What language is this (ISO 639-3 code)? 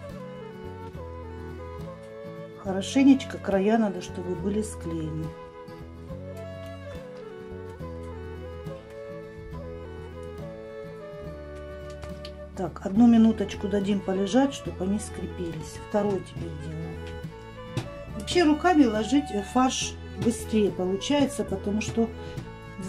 rus